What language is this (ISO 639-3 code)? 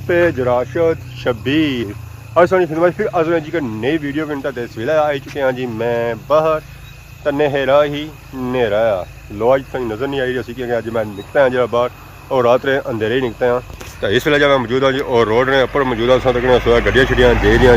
phr